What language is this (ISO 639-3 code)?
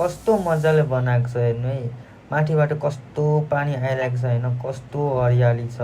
nep